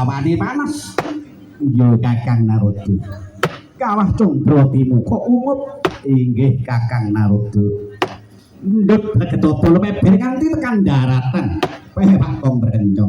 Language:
Javanese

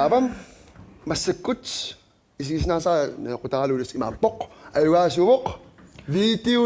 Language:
Kalaallisut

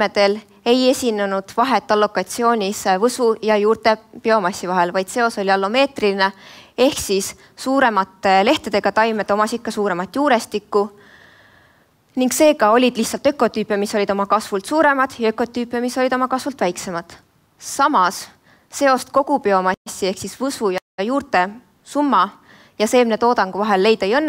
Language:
Estonian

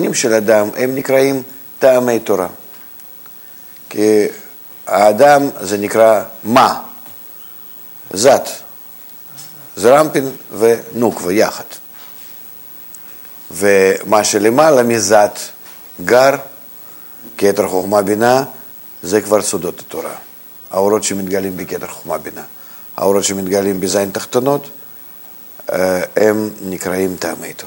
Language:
Hebrew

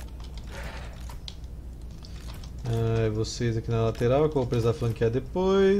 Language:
Portuguese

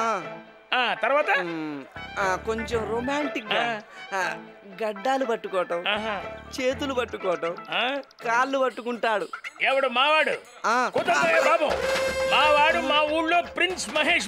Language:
Telugu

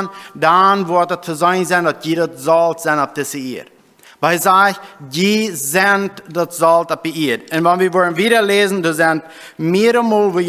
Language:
Plautdietsch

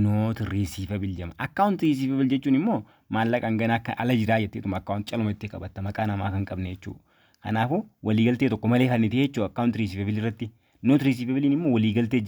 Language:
Oromo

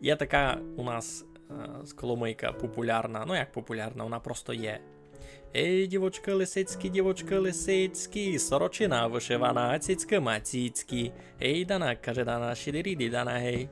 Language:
Rusyn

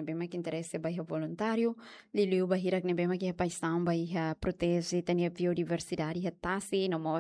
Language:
Tetum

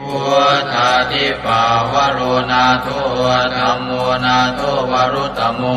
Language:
Pali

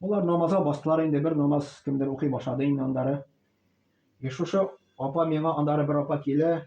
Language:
Tatar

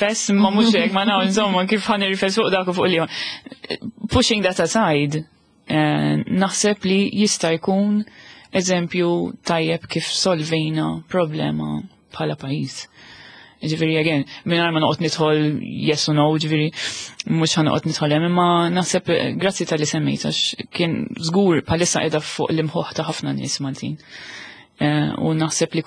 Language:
Maltese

